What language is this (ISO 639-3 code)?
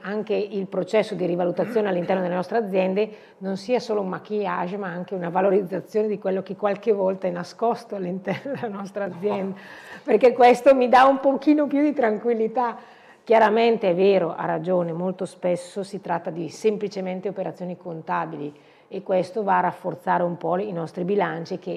ita